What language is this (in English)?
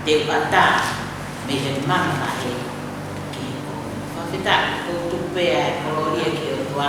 Tongan